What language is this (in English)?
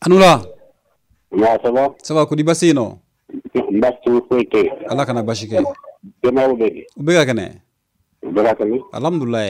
Bambara